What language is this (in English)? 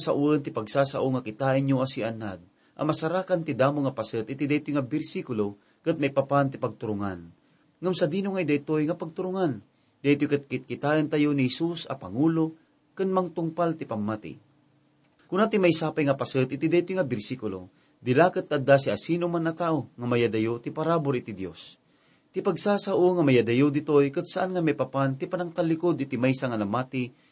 Iloko